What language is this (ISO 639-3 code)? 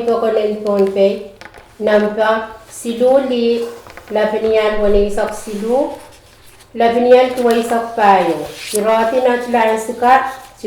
pon